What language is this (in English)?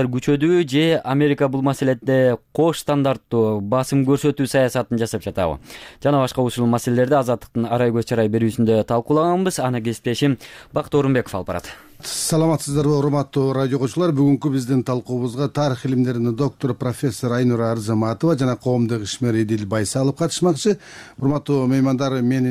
Kyrgyz